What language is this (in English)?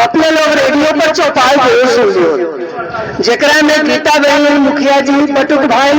Magahi